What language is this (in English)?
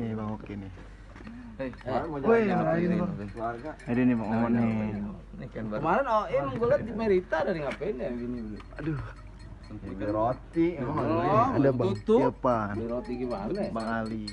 Betawi